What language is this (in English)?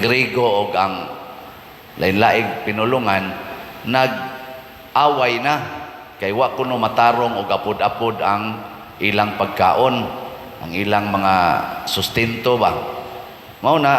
Cebuano